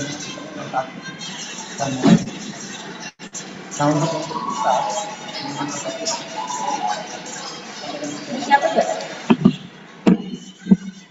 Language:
Indonesian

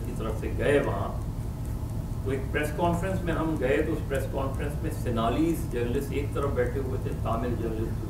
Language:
Urdu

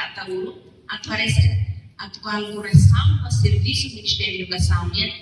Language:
Tetum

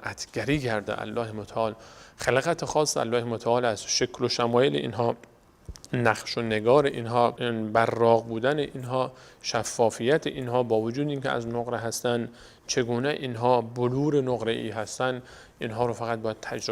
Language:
Persian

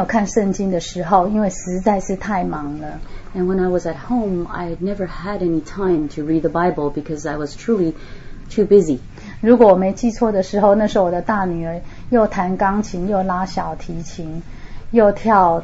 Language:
Chinese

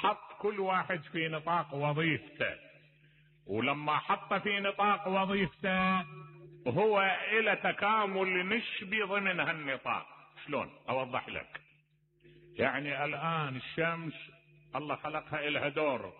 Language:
Mesopotamian Arabic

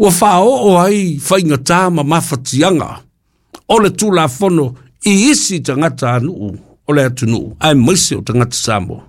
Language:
Samoan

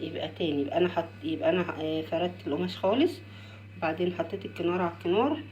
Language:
Egyptian Arabic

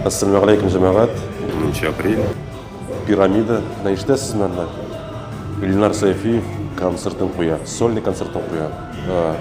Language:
Tatar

